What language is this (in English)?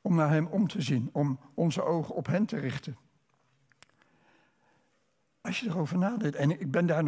Dutch